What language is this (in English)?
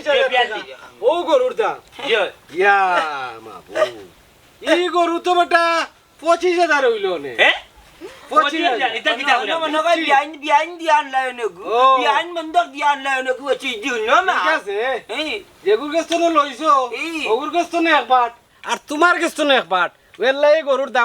Sylheti